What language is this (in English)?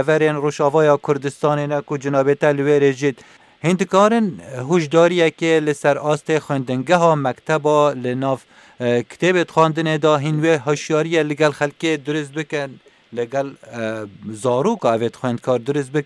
Kurdish